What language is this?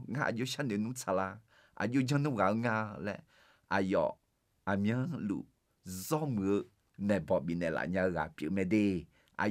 Akha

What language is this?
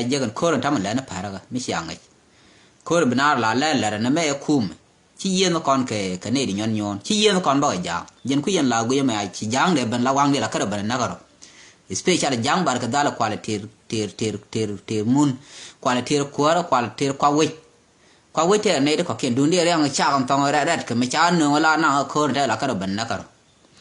Nuer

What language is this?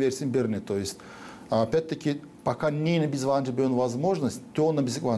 Gagauz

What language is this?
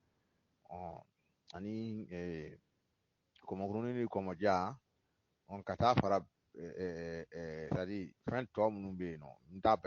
Bambara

